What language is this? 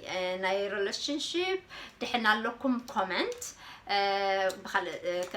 Tigrinya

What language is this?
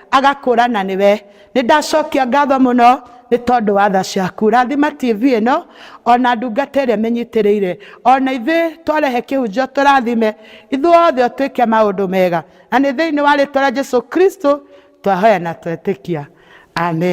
Kikuyu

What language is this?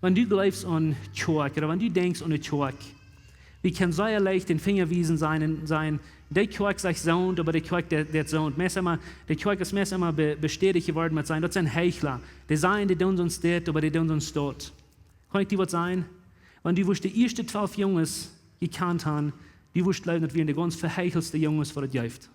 Plautdietsch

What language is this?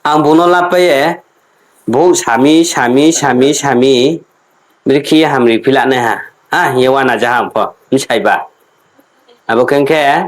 Riang (India)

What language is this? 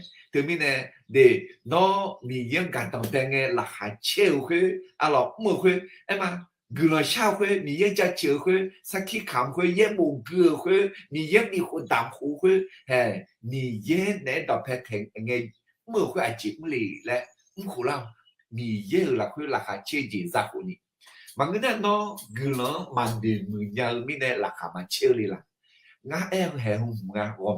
Akha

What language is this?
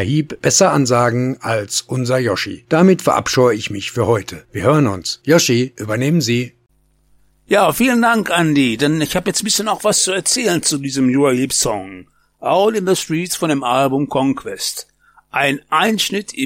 German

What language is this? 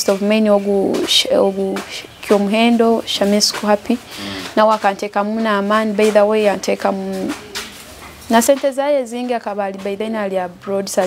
Nyoro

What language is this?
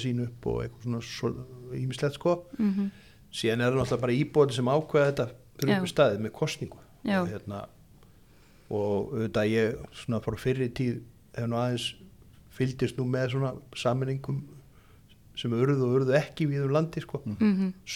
Icelandic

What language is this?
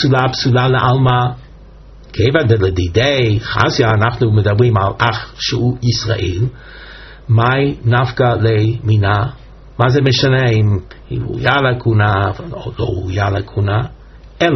Hebrew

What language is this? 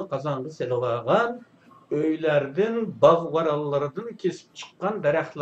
Uyghur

